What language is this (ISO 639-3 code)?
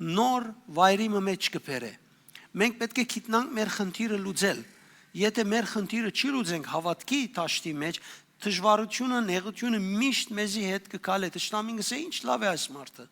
hyw